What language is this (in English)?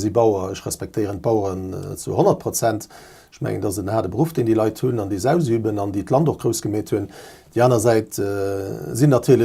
Luxembourgish